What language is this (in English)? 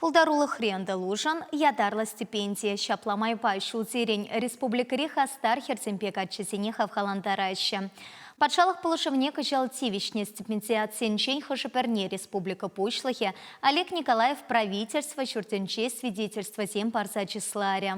Chuvash